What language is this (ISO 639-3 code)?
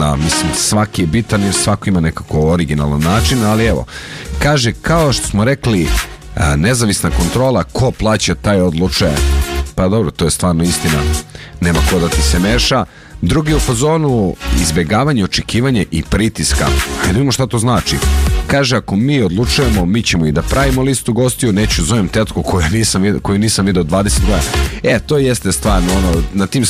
srp